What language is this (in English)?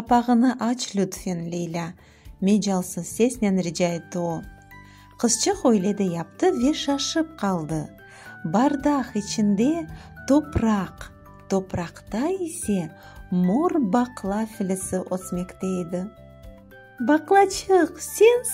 Crimean Tatar